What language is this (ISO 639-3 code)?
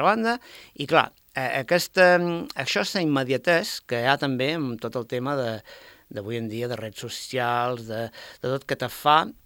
cat